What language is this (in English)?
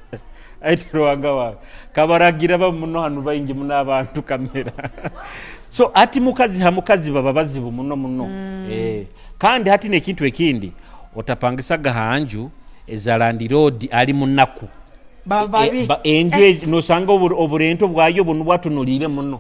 Nyoro